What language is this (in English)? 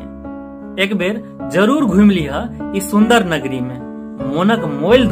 Maithili